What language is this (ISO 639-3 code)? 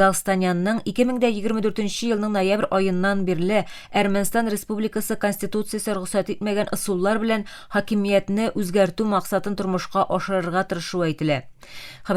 tat